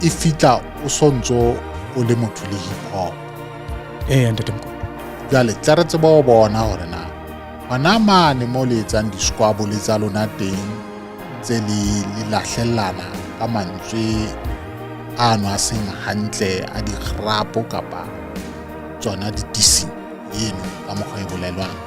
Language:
Southern Sotho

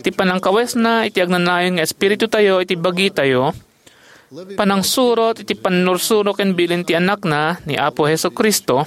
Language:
Iloko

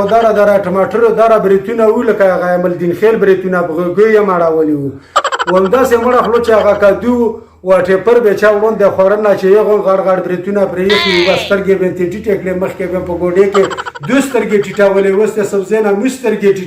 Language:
Pashto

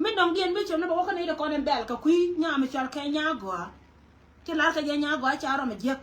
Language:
Nuer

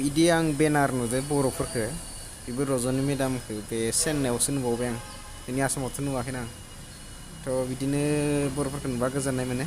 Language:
Bodo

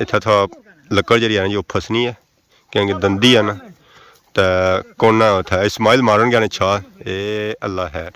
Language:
Pahari-Potwari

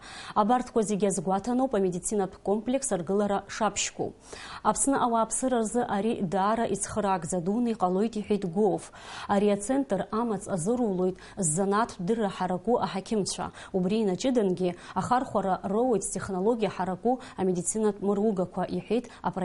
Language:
Abkhazian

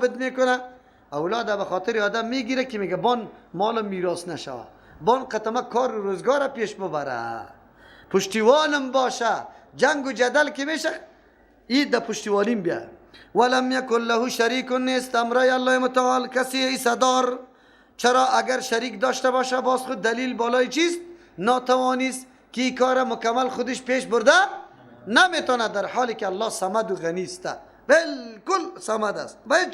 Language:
Persian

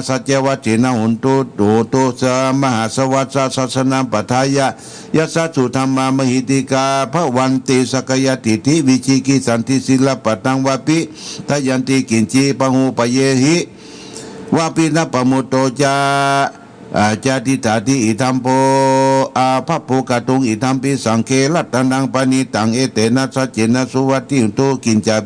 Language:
Pali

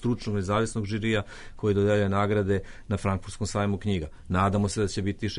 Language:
Serbian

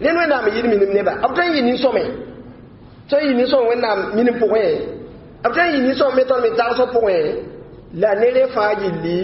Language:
Mossi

